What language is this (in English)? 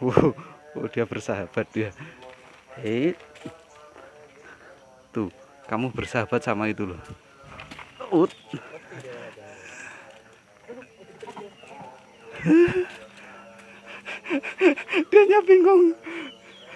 Indonesian